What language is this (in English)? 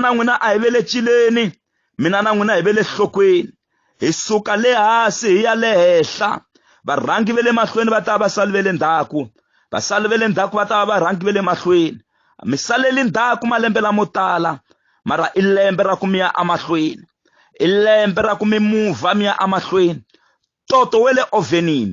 Tsonga